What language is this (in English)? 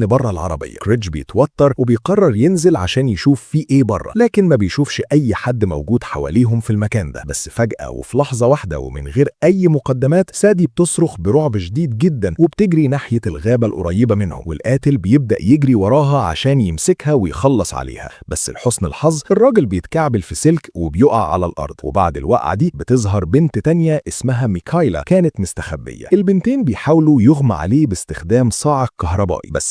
Egyptian Arabic